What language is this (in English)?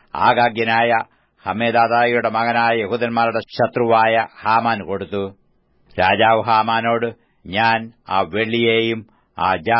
Malayalam